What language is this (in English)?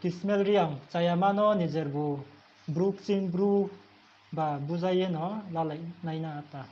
Riang (India)